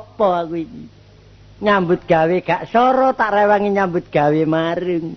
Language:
Javanese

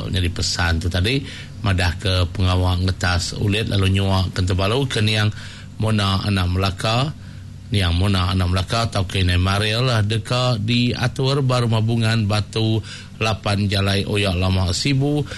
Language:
Iban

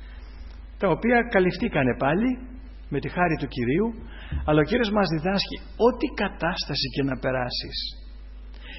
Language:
Greek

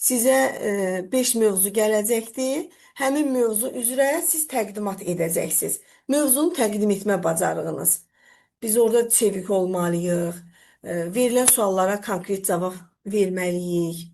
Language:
Azerbaijani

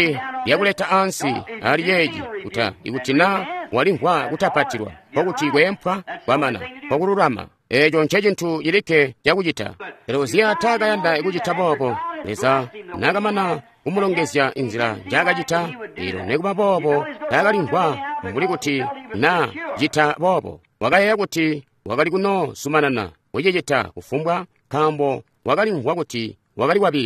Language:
Tonga (Zambia)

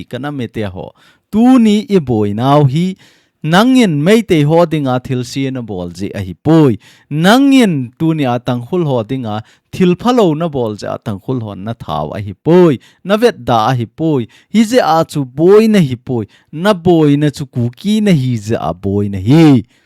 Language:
Thado Chin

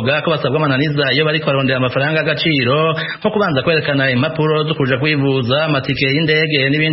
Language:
Rundi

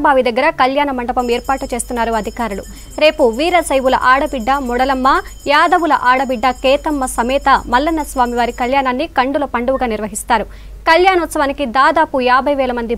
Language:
Telugu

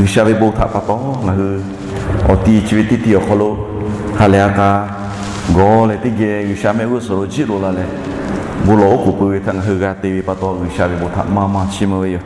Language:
Lahu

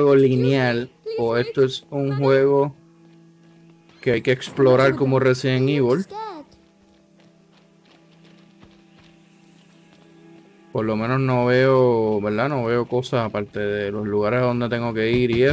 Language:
Spanish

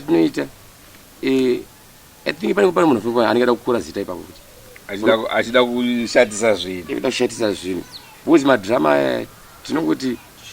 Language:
Shona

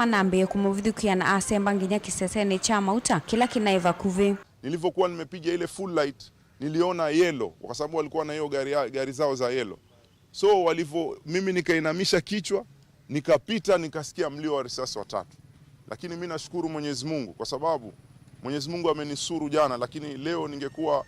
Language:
Kamba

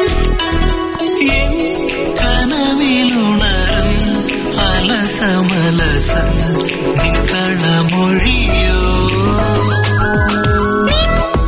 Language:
Malayalam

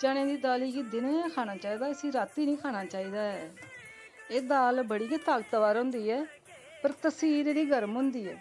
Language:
Dogri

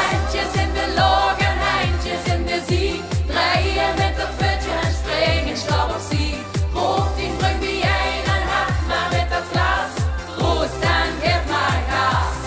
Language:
Limburgish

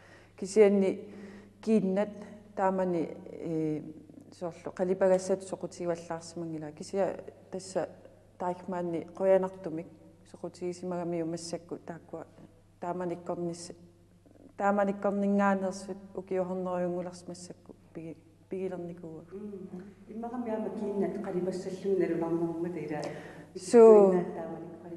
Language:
Kalaallisut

